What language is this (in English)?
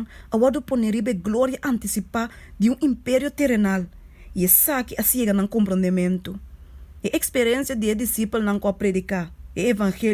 Papiamento